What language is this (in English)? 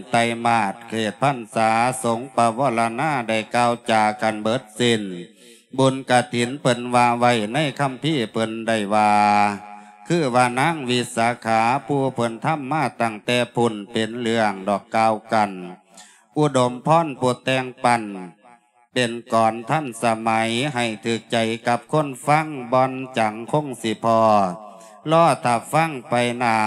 Lao